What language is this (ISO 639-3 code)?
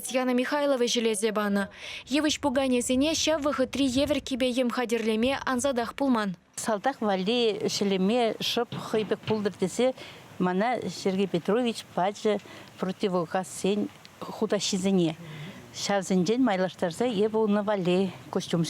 chv